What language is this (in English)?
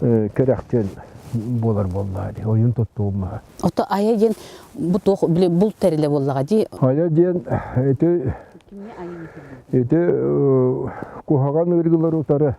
Yakut